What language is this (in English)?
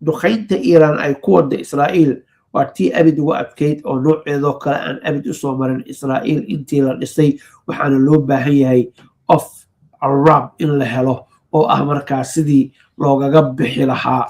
Somali